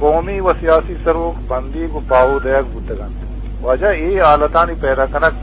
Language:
Eastern Balochi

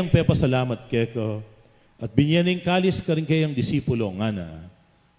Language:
Pampanga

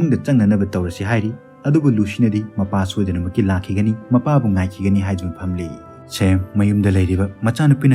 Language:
Manipuri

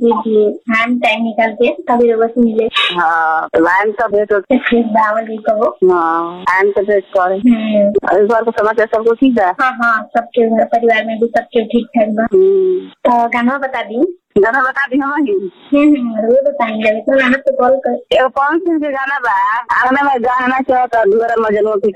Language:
Bhojpuri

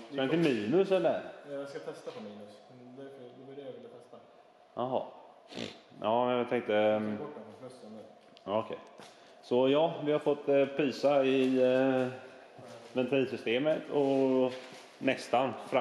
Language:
Swedish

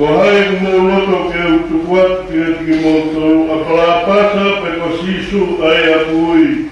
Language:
Tongan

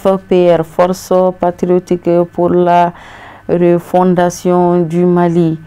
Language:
Bambara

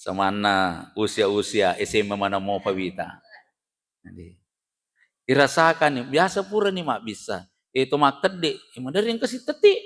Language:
Buginese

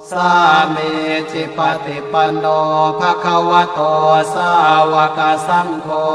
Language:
Pali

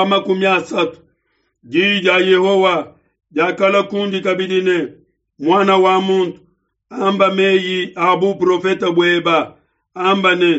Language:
Luba-Lulua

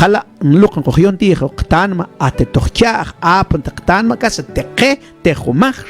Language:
Mam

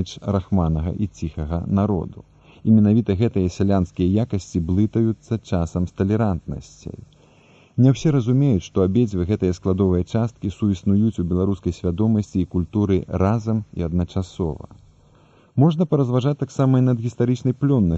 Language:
Belarusian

